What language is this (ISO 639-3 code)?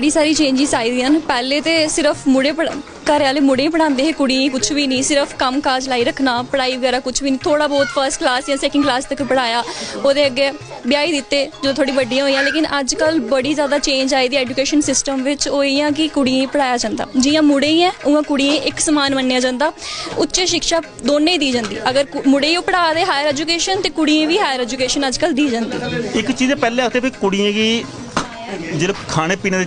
doi